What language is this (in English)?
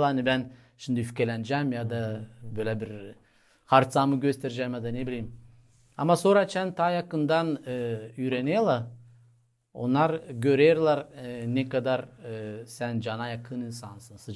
Gagauz